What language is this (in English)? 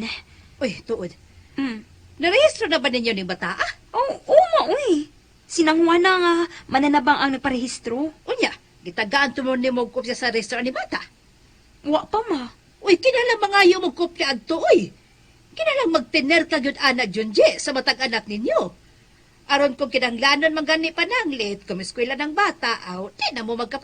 Cebuano